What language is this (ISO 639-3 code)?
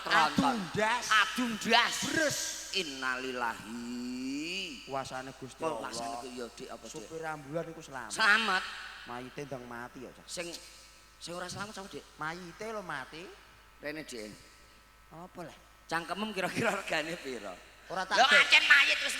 jav